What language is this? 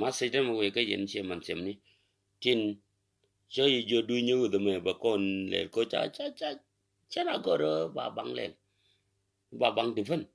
Nuer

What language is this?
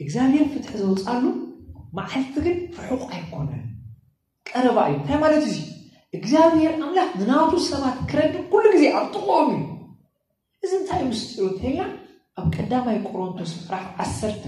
Tigrinya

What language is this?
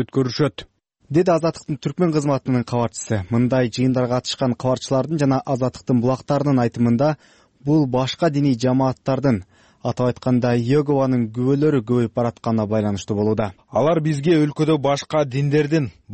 Kyrgyz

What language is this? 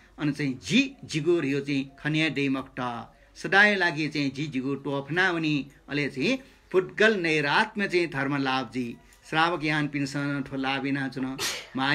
Newari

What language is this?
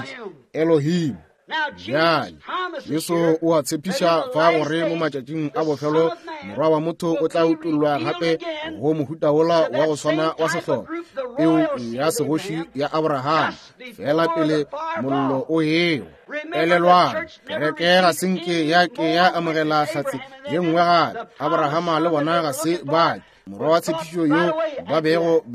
Northern Sotho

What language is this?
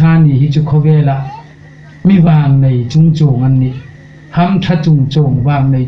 Hmar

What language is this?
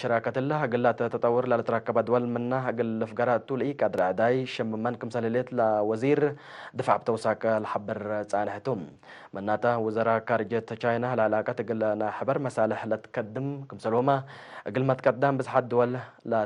Tigre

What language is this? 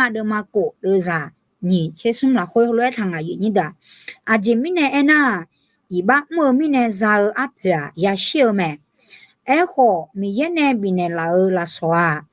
Akha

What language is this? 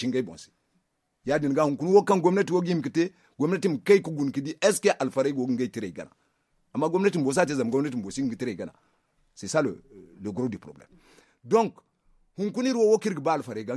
Zarma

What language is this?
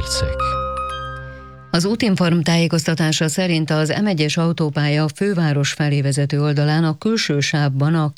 Hungarian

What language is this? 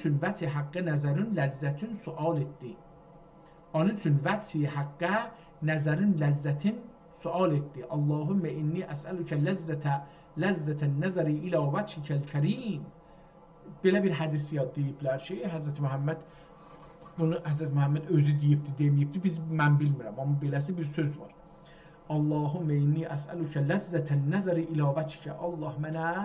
South Azerbaijani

